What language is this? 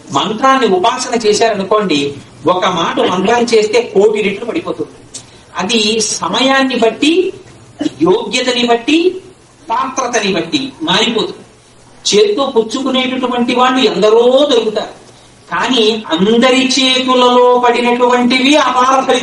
Telugu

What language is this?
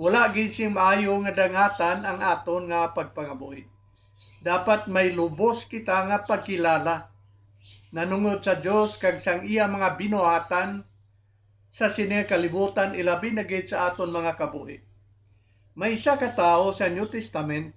Hiligaynon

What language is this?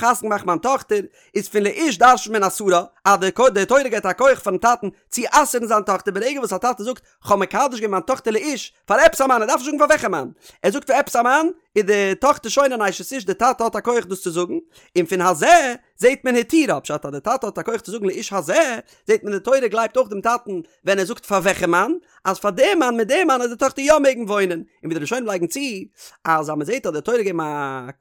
Yiddish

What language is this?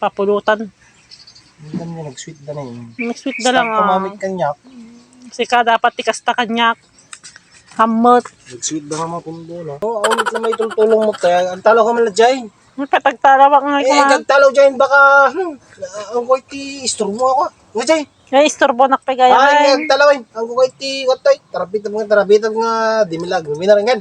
Iloko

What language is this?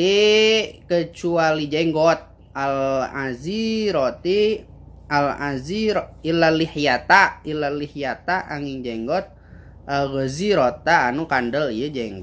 Sundanese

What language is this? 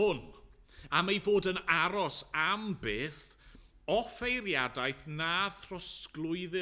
Welsh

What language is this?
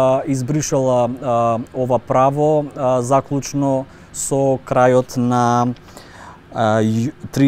Macedonian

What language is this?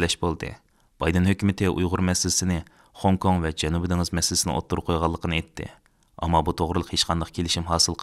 Uyghur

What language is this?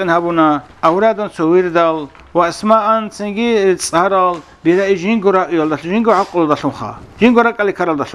Avaric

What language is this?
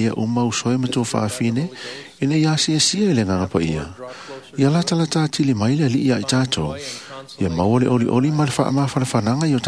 Samoan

